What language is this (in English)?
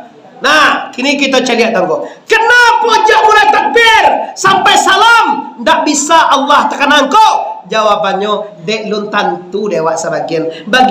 Minangkabau